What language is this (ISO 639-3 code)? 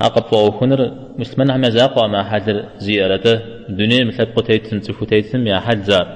kbd